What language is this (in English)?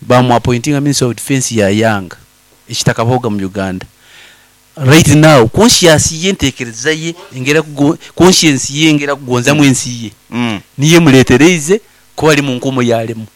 Nyoro